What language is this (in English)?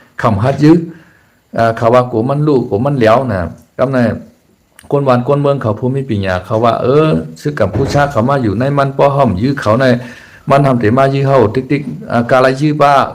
Shan